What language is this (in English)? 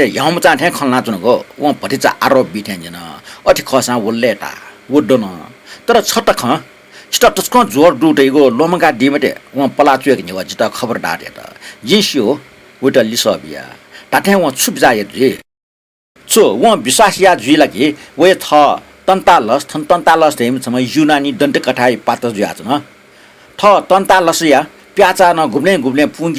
Newari